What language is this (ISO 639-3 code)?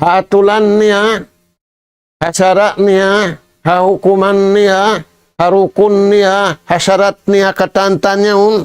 tsg